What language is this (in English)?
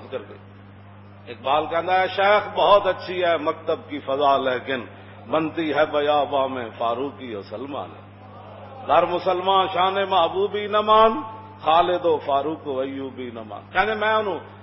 Western Panjabi